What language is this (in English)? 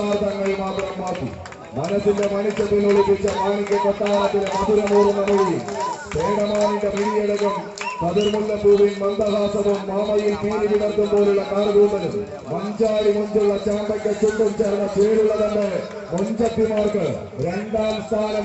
Malayalam